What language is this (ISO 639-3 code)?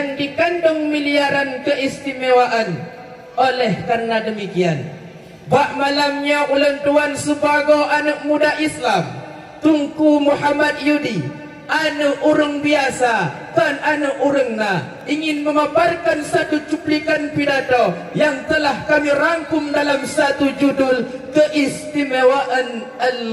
ace